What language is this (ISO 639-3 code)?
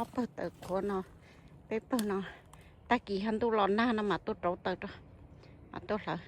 hmn